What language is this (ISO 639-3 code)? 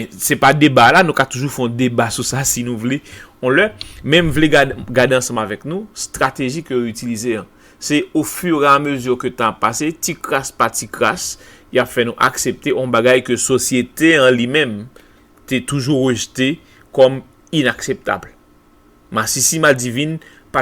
hat